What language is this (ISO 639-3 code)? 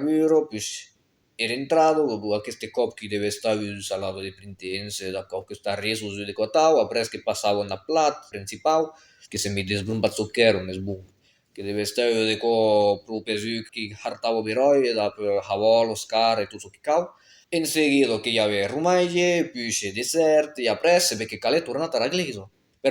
oci